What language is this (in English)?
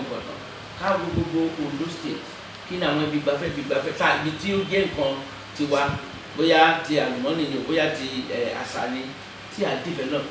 Yoruba